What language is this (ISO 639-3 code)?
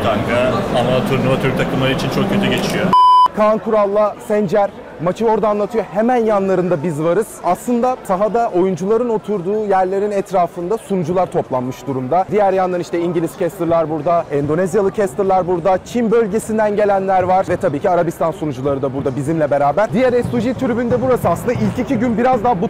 tur